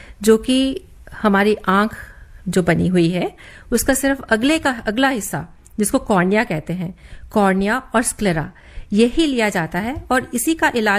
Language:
Hindi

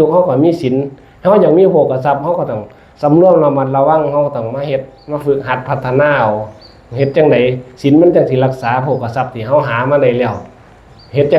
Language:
Northeastern Thai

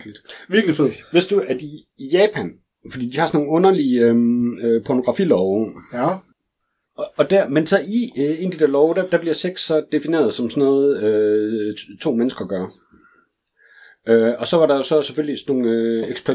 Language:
Danish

